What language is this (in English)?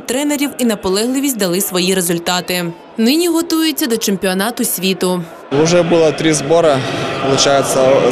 Ukrainian